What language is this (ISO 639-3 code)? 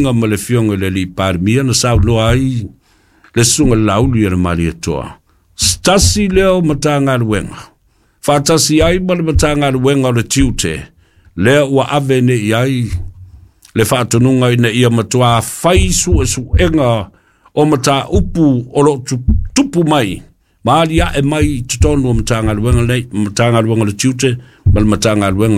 smo